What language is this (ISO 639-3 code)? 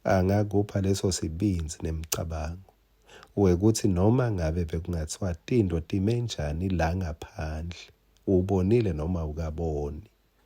ssw